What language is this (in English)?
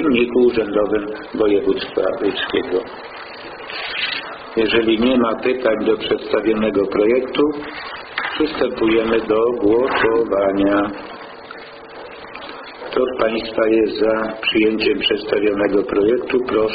Polish